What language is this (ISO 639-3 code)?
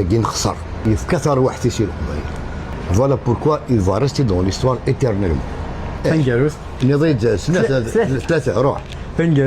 kab